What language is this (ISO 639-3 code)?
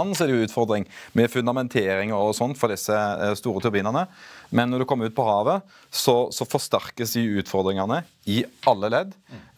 nor